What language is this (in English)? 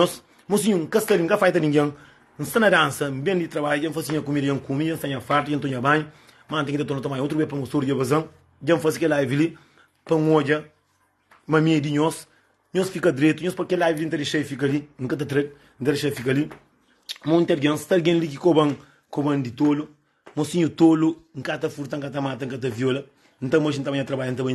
Kabuverdianu